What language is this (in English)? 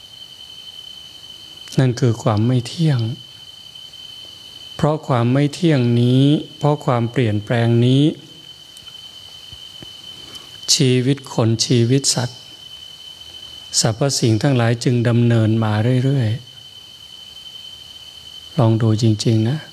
Thai